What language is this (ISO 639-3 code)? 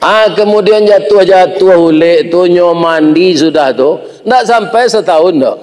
min